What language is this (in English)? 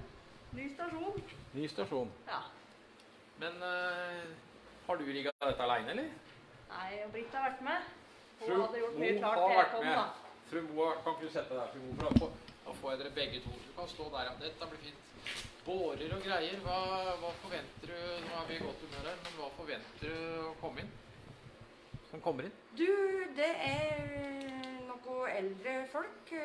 Norwegian